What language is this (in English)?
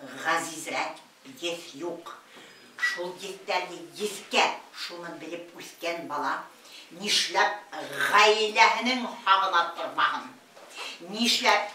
Bashkir